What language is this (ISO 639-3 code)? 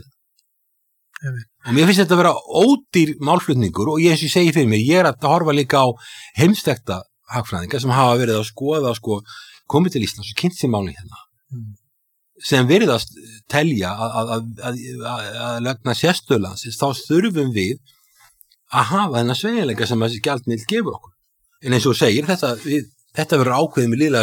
isl